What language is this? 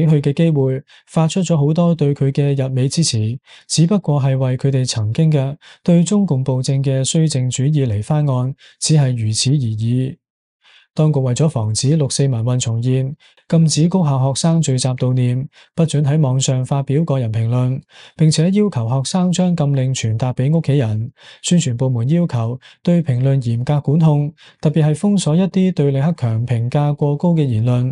Cantonese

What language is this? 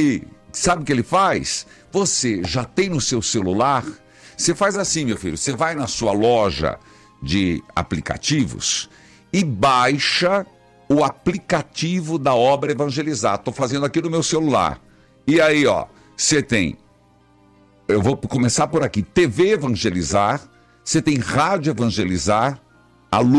Portuguese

